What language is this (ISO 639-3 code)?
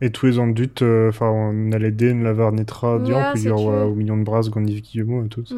bre